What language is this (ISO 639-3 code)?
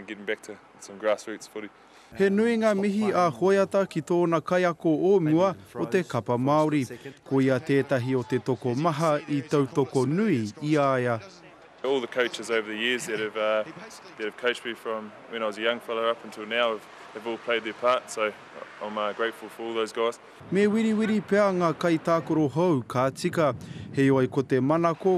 mri